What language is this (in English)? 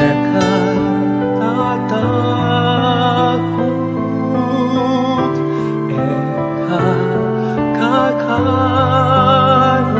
Pampanga